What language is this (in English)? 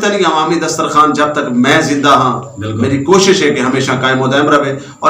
Saraiki